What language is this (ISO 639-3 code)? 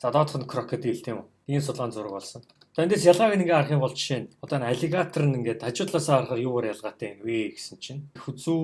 mon